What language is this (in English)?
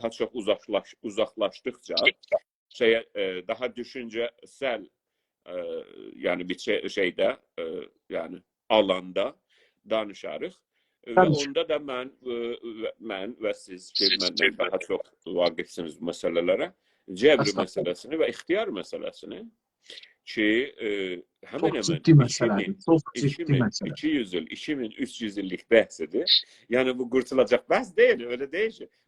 South Azerbaijani